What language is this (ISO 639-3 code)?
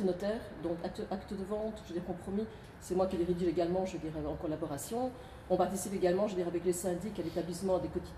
fra